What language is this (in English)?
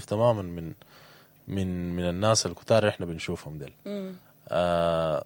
Sudanese Arabic